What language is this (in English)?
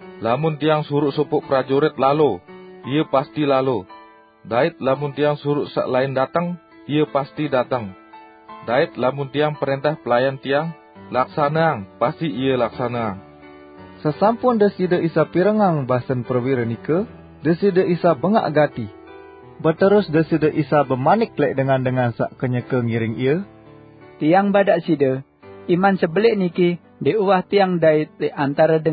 Sasak